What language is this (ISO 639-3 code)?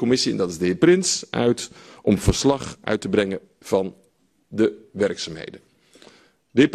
nld